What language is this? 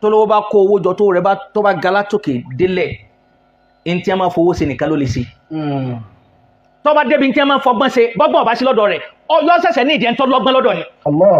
Yoruba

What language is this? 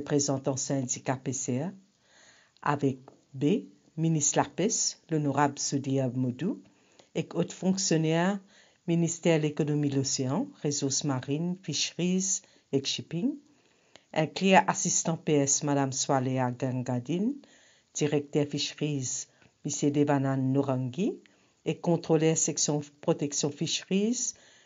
Morisyen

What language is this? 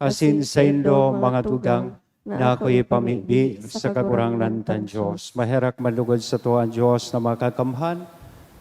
Bikol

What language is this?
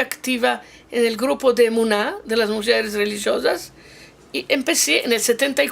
Ladino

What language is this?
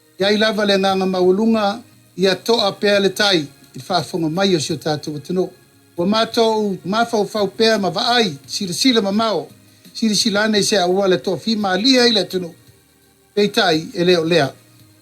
Samoan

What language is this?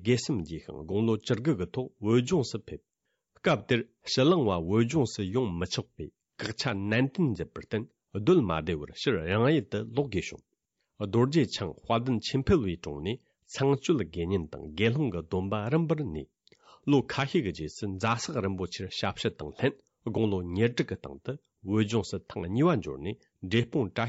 Tibetan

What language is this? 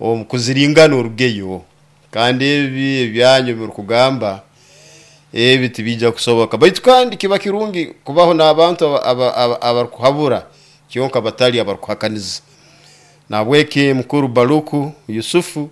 Nyoro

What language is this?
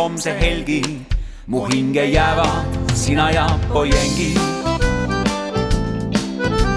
Estonian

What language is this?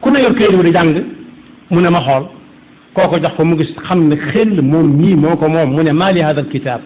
Wolof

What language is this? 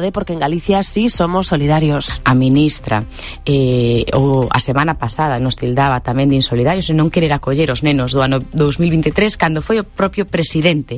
Galician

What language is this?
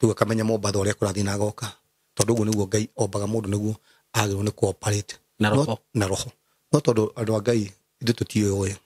Kikuyu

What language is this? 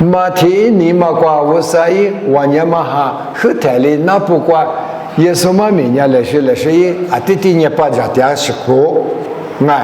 Lisu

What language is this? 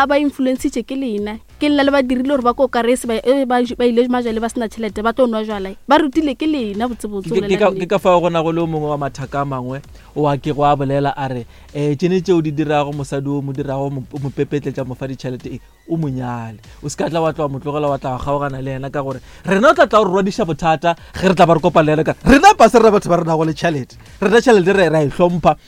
Northern Sotho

